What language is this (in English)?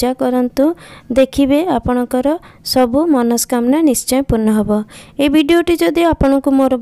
Odia